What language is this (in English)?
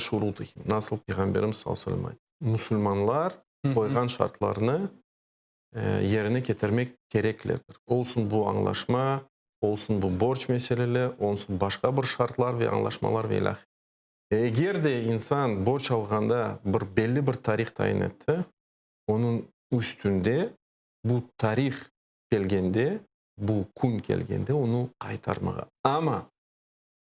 Crimean Tatar